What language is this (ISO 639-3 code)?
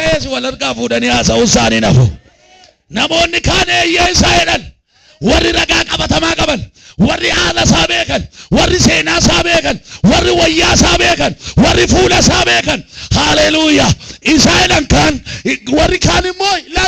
orm